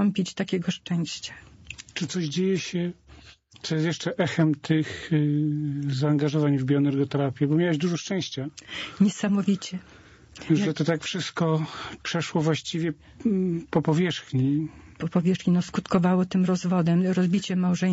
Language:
Polish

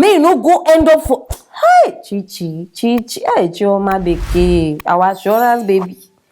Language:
Nigerian Pidgin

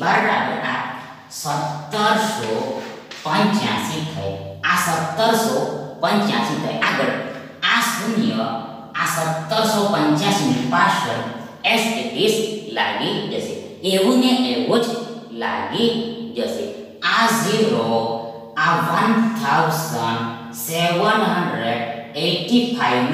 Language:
Gujarati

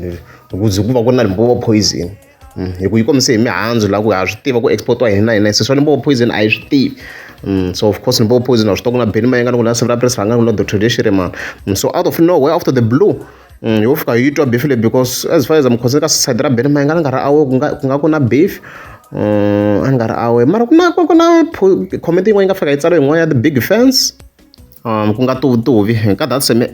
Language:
Tsonga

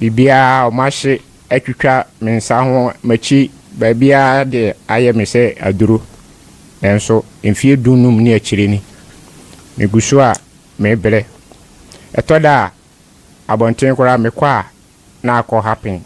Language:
Akan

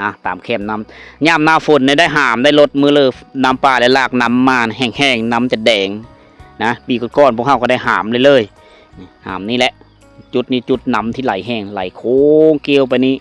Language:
Lao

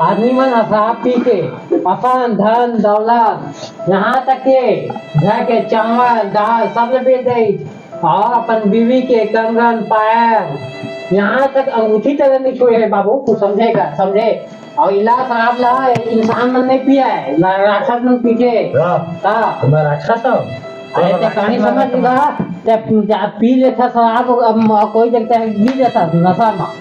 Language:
Chhattisgarhi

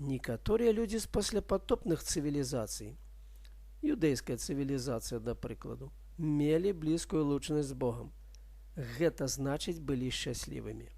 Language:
Belarusian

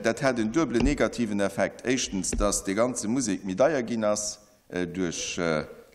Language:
Luxembourgish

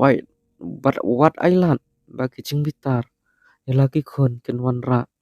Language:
Khasi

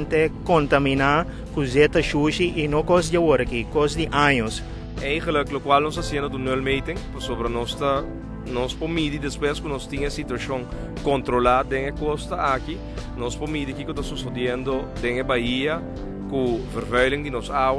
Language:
Papiamento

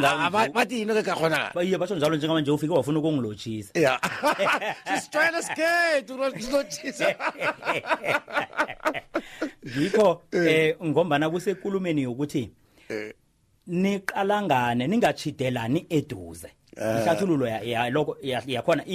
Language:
South Ndebele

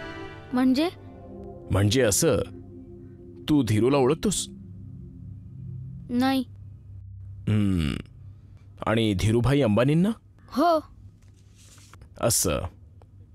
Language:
Marathi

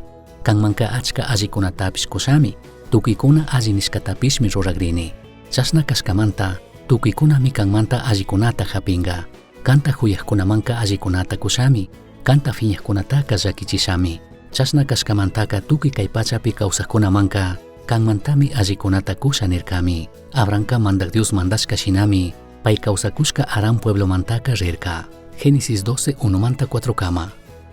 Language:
Chimborazo Highland Quichua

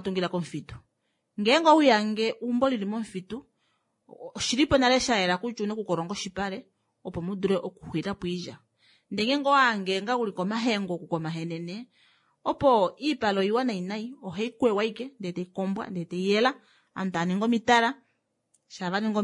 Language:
Kuanyama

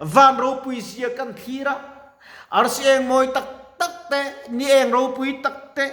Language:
Mizo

